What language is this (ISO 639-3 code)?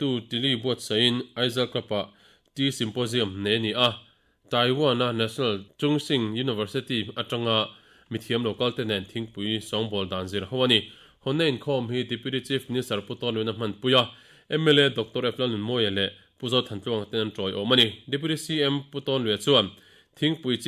lus